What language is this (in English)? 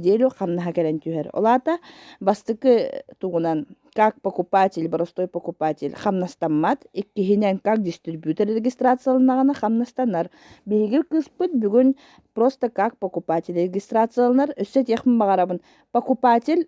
Yakut